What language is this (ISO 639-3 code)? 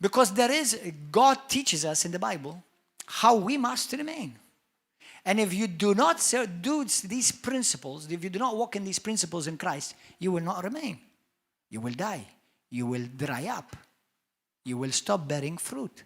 eng